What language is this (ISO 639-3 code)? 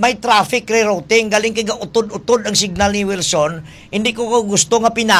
hil